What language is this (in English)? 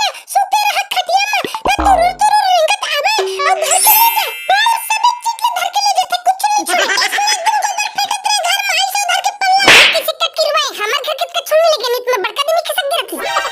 Chhattisgarhi